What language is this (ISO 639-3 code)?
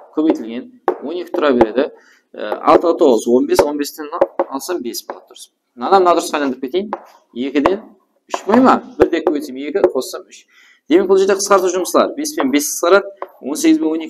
kaa